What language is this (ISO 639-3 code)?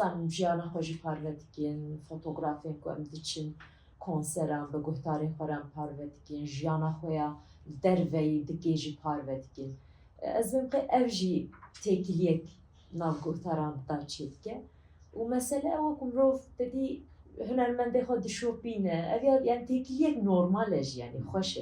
kur